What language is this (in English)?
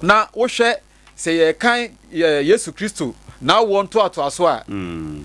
Akan